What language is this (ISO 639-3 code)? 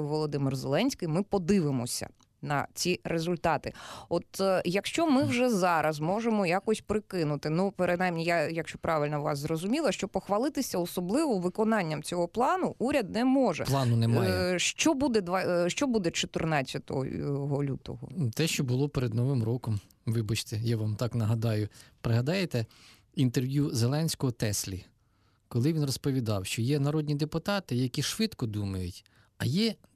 ukr